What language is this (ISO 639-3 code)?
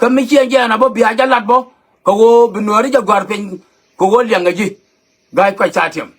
nus